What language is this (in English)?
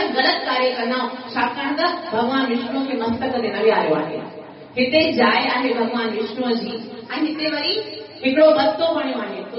Sindhi